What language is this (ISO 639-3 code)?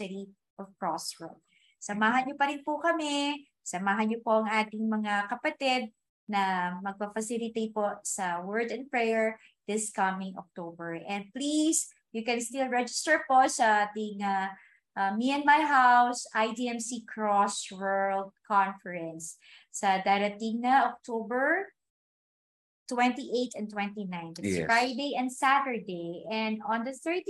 fil